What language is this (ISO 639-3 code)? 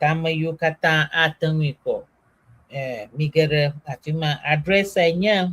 ewe